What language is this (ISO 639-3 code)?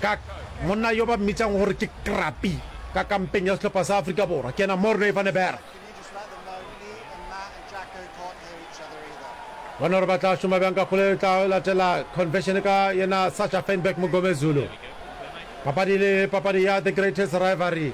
nso